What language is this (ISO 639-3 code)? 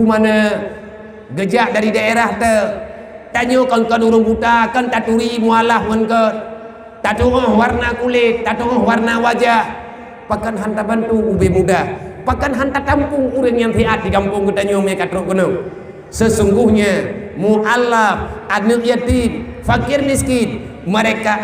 ace